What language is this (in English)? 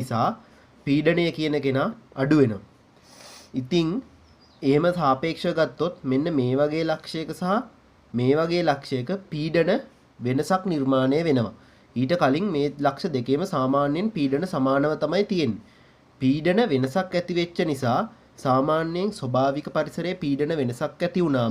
Sinhala